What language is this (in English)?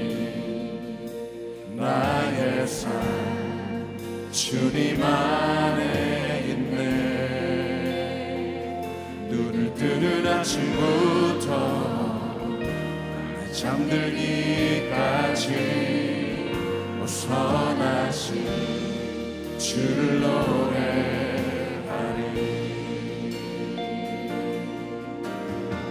Korean